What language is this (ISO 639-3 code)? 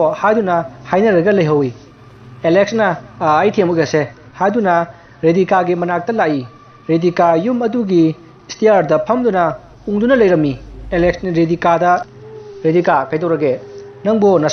mni